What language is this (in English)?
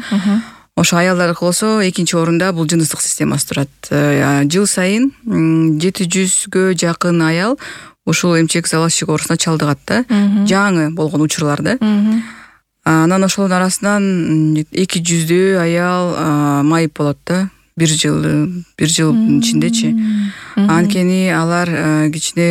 Kyrgyz